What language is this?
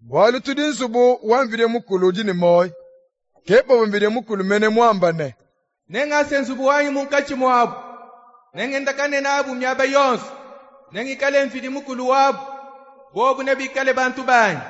Luba-Lulua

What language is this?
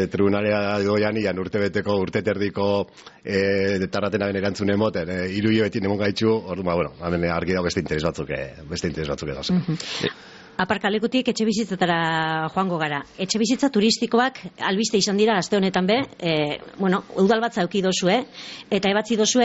Basque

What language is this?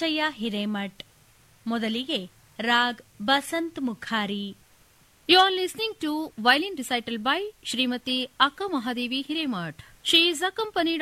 Kannada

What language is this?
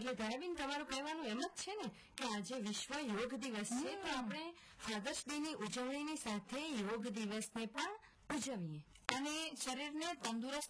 Gujarati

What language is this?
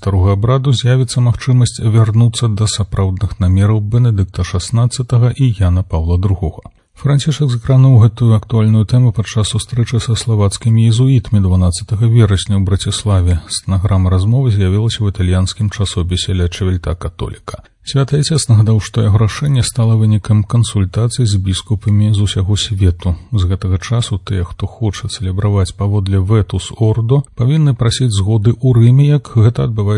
Belarusian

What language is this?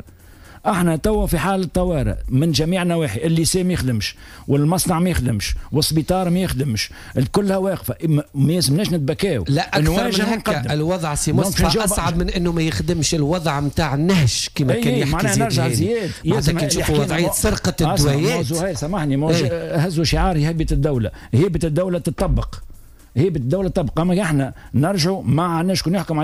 Tunisian Arabic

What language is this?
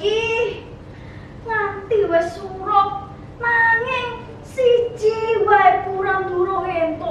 Javanese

